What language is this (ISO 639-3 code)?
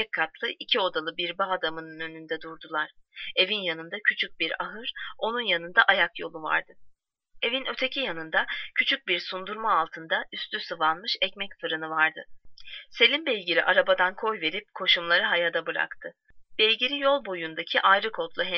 tur